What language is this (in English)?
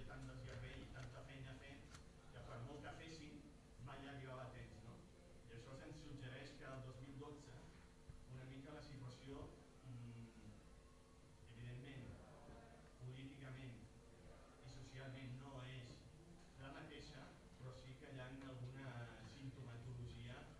Catalan